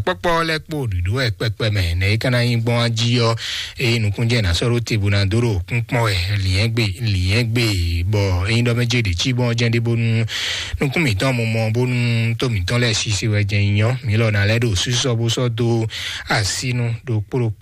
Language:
Fon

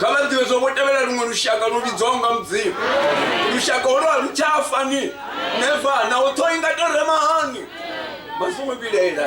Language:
Venda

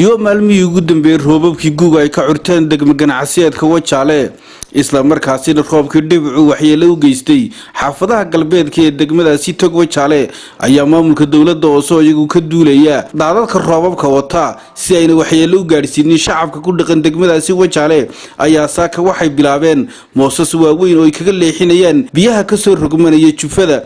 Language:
Somali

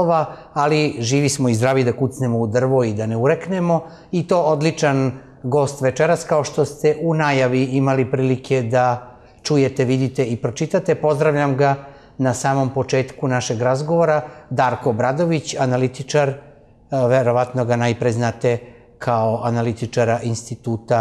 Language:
Serbian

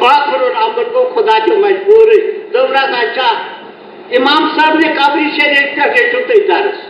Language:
Kashmiri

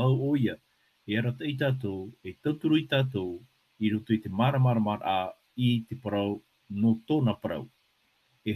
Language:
Tahitian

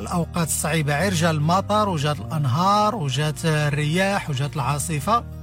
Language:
Moroccan Arabic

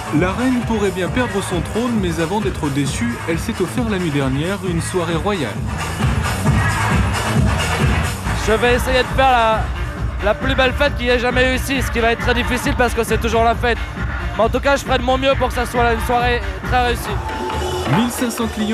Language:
French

